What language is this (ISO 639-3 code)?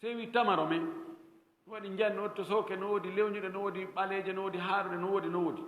ful